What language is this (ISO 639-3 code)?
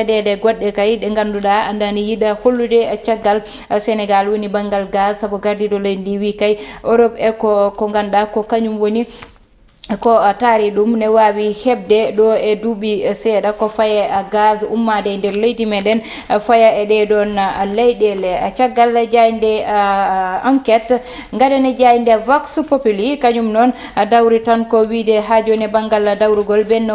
ful